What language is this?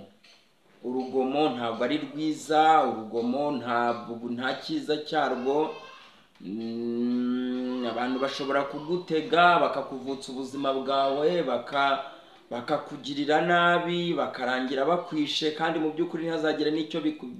Kinyarwanda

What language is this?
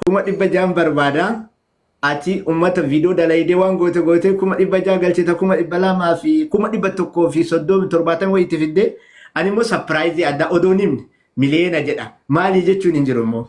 Oromo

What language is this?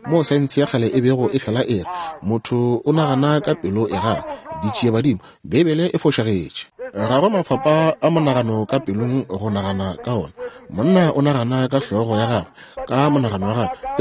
Northern Sotho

